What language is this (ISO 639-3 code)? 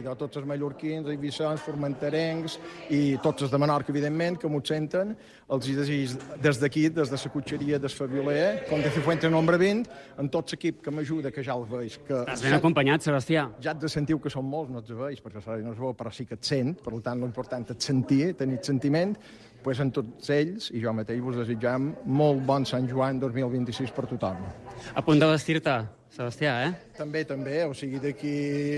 cat